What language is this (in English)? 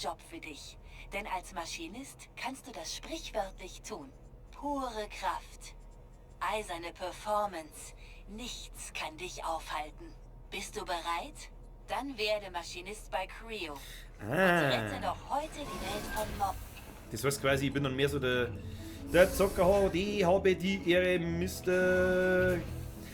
Bavarian